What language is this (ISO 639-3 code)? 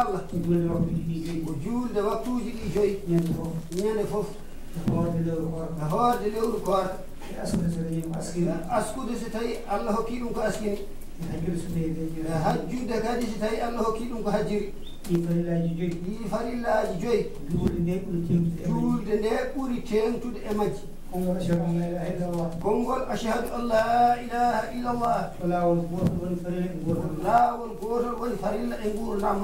ful